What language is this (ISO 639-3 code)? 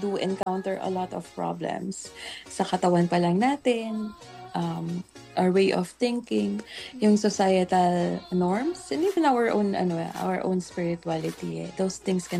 fil